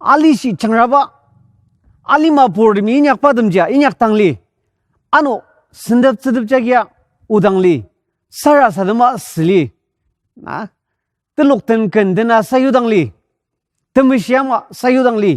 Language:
Ao Naga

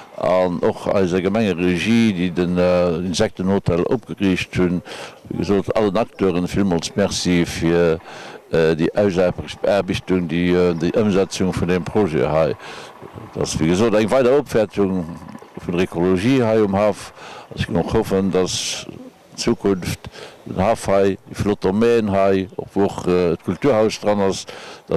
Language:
Luxembourgish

